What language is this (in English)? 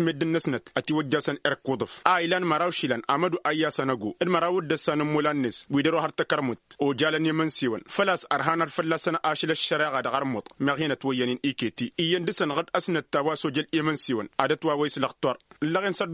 Tamasheq